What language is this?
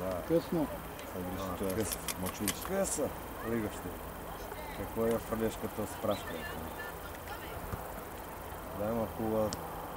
Bulgarian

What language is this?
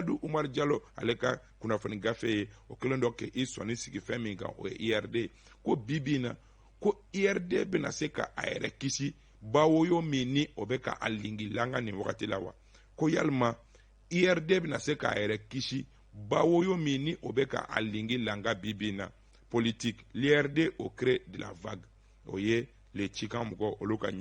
Bambara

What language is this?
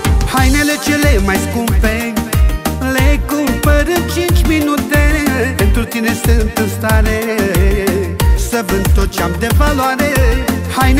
Romanian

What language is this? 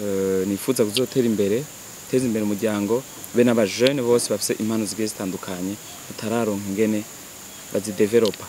Rundi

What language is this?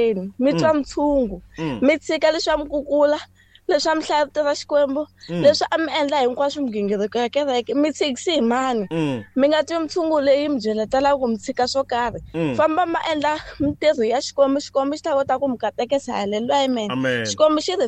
Tsonga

